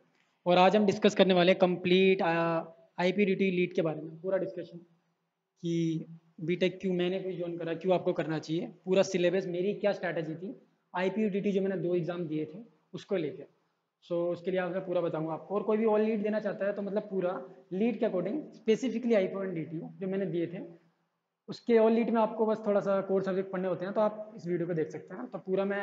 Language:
Hindi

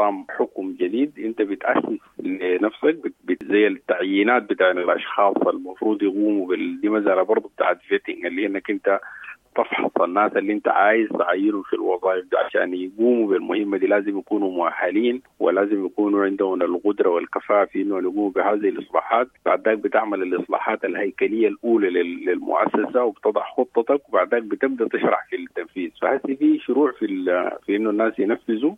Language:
Sudanese Arabic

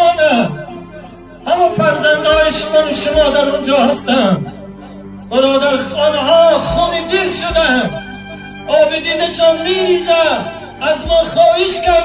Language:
Tajik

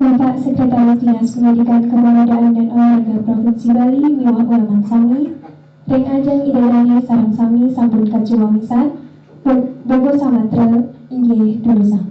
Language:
Balinese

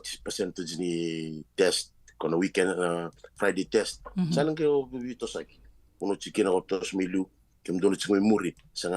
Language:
Fijian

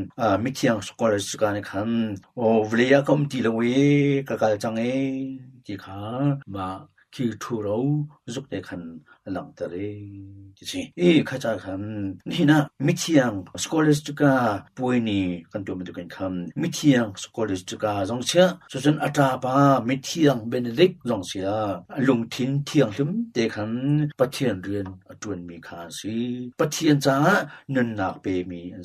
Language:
Hakha Chin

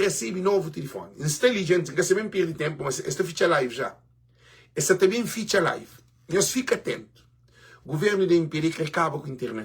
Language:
Kabuverdianu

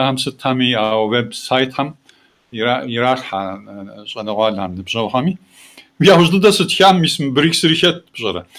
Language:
Kabardian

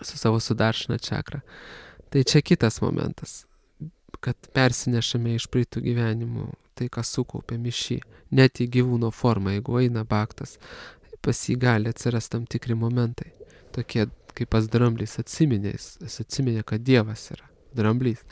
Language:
Lithuanian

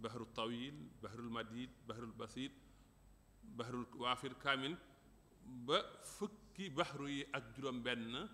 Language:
Wolof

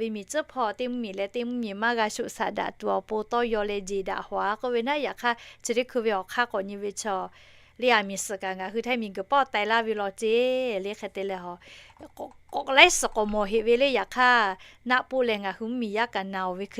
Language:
Lahu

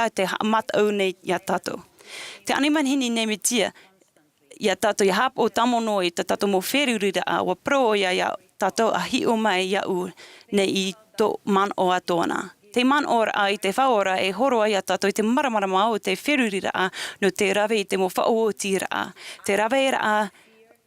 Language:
Tahitian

